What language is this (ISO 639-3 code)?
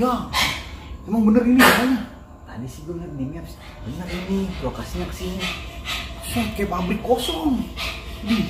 bew